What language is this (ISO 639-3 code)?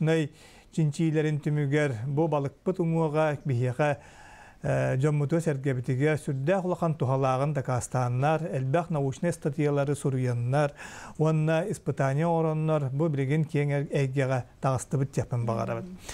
sah